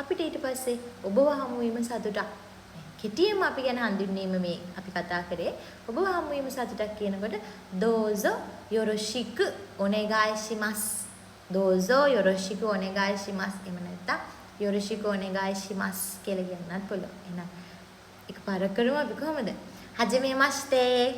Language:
Sinhala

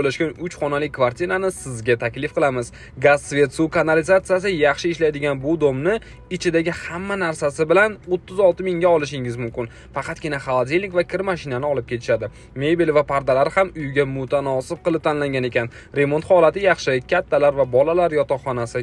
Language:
Uzbek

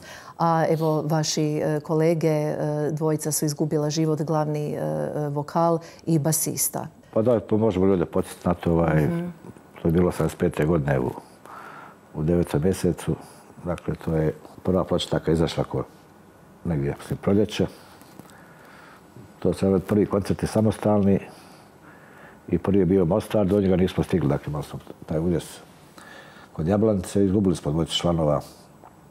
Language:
Croatian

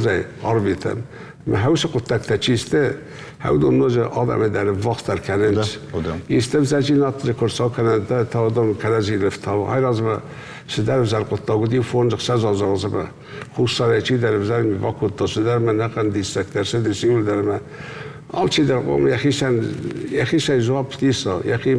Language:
Ossetic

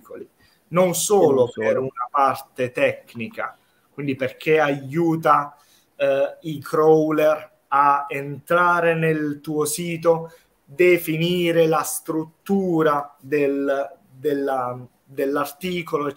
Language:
Italian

